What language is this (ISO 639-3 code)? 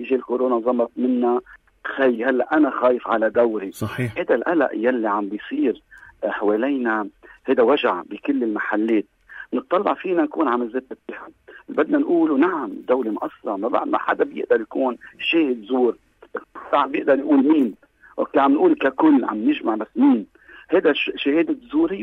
apc